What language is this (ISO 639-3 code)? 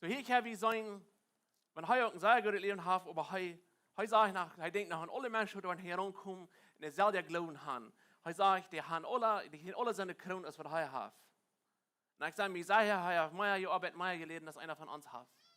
pdt